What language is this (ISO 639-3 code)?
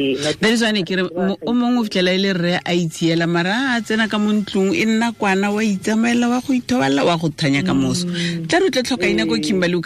tsn